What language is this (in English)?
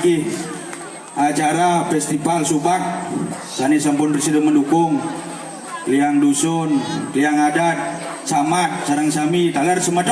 Balinese